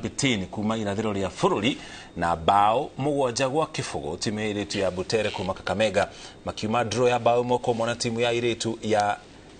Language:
Kikuyu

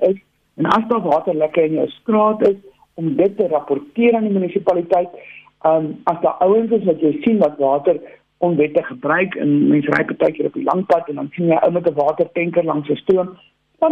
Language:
Afrikaans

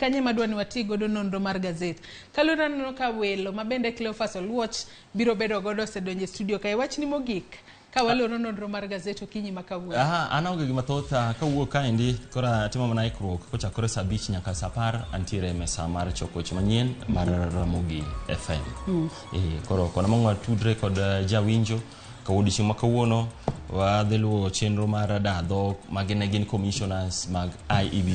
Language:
Luo (Kenya and Tanzania)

